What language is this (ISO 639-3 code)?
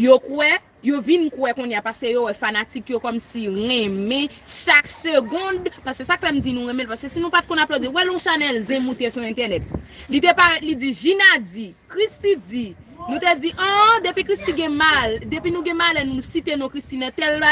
hat